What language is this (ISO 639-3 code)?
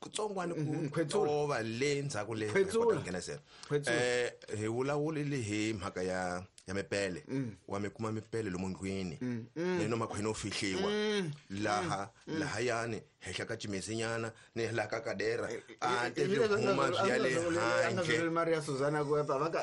tso